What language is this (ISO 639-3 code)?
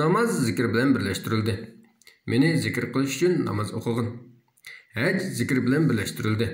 uig